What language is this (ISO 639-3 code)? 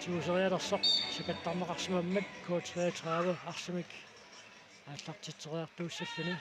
kal